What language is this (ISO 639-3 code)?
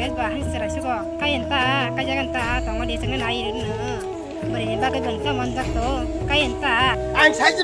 trp